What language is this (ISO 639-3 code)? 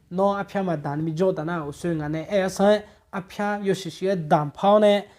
ahk